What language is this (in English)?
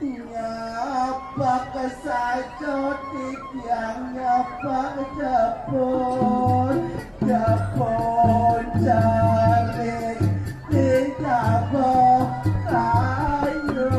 Balinese